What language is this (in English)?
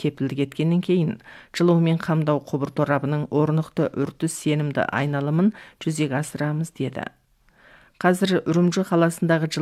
Kazakh